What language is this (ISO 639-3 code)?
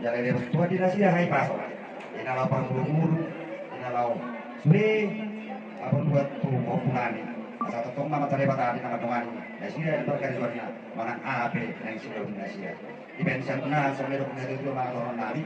bbc